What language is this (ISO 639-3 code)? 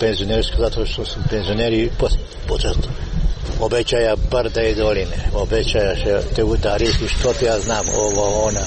mkd